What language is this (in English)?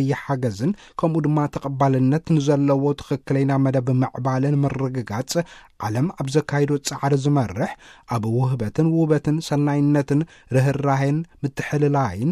Tigrinya